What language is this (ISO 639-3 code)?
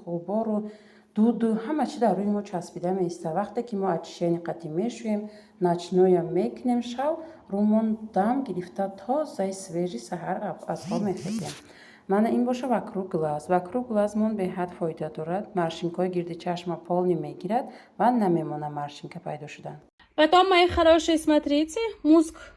tgk